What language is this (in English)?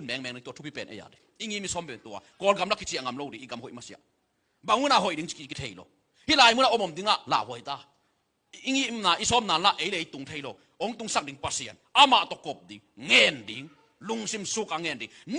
Tedim Chin